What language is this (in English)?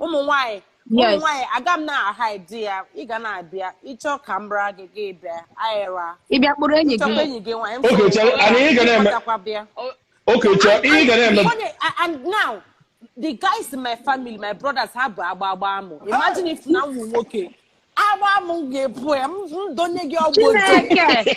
Igbo